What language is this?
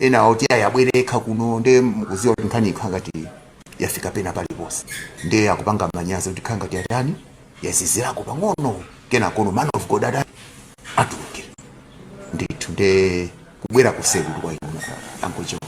Nyanja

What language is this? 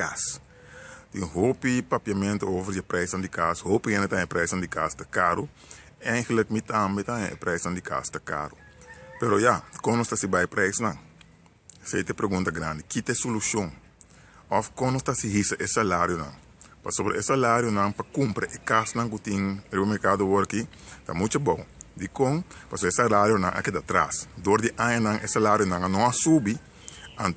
Papiamento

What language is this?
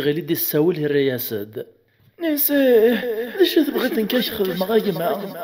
Kabyle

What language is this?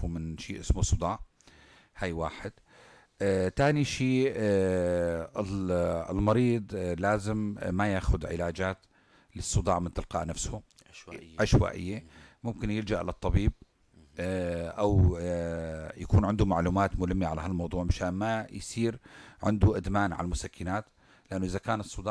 North Levantine Arabic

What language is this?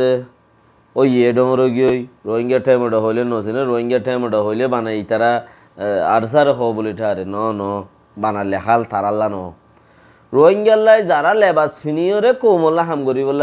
Rohingya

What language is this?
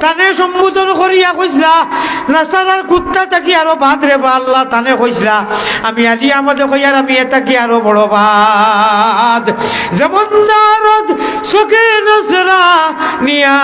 Sylheti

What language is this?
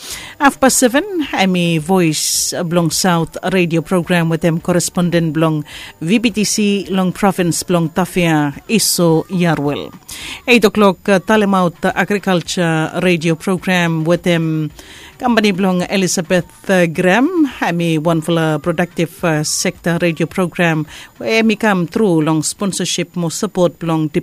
Bislama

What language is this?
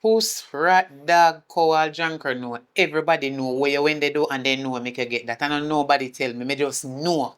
Jamaican Creole English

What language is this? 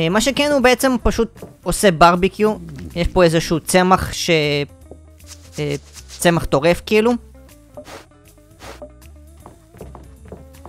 Hebrew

